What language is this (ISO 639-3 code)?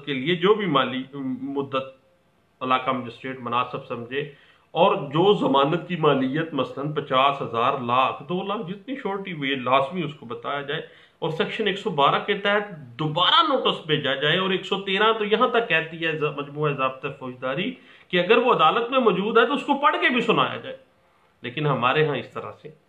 urd